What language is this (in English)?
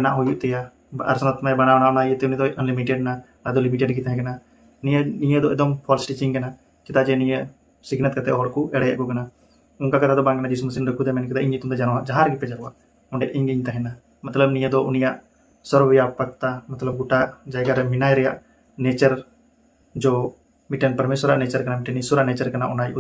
Santali